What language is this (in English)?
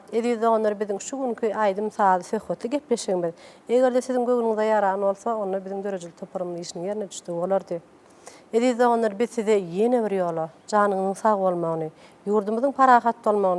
Turkmen